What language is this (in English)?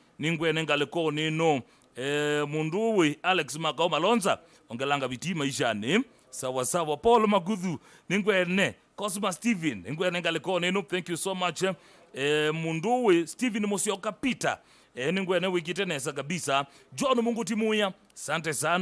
Kamba